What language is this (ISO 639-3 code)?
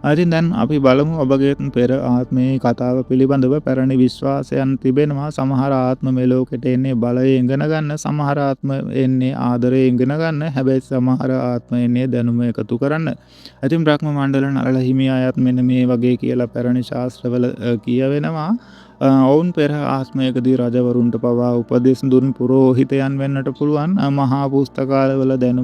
sin